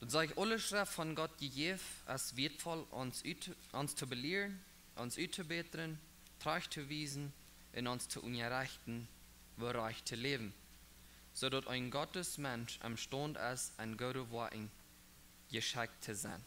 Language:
Plautdietsch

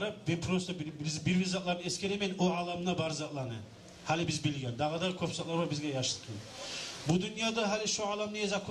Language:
Kumyk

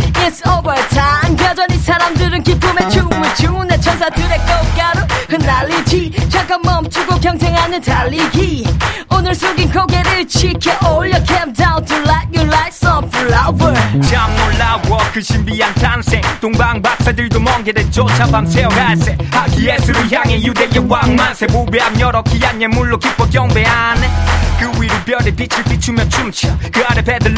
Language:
Korean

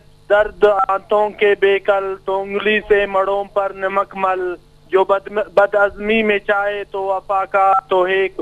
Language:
Eastern Balochi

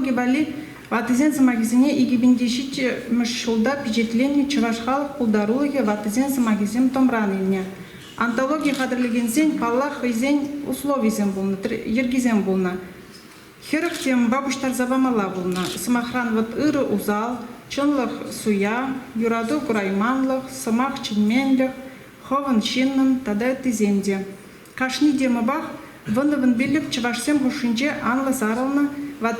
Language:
Chuvash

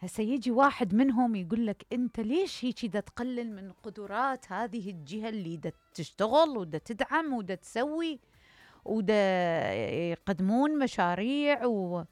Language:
Mesopotamian Arabic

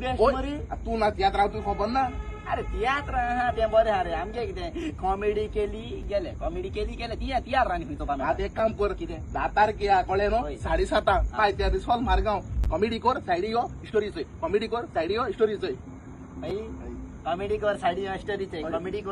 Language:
Konkani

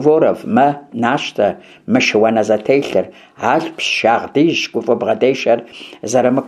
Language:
Kabardian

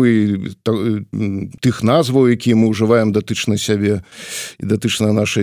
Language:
Belarusian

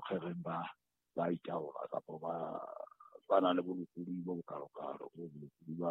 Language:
Southern Sotho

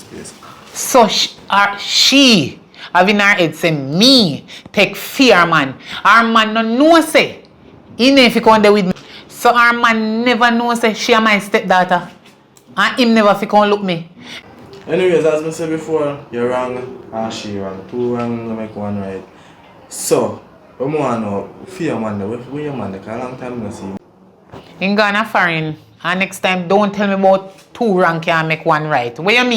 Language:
Jamaican Creole English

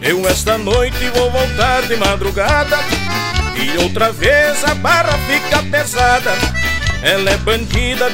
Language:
Portuguese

